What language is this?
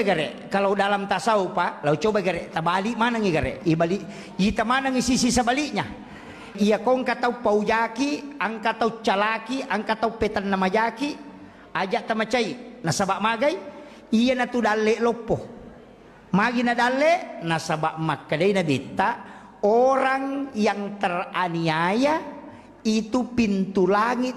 Buginese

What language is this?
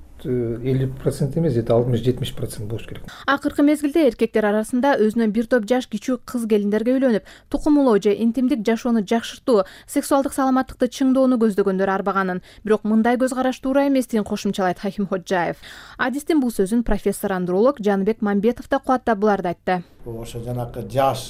Kyrgyz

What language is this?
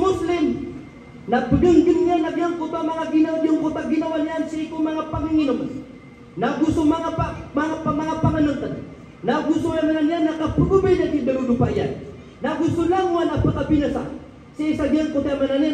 Maranao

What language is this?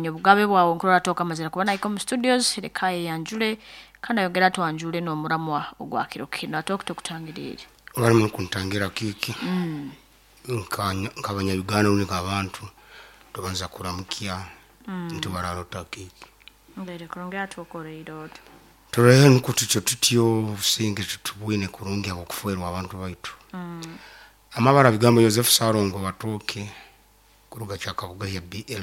Nyoro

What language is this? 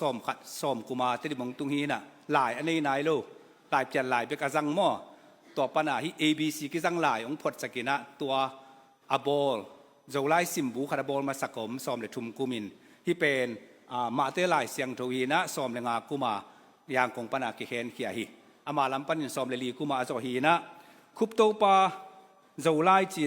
Tedim Chin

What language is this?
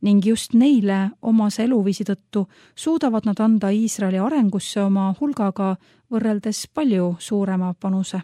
Estonian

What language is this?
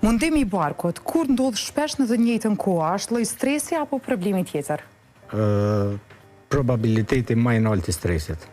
Albanian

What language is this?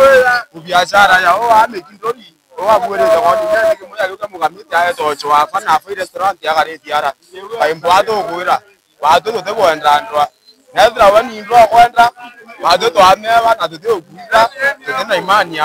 Meru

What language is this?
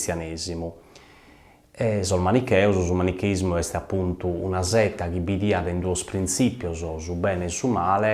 Sardinian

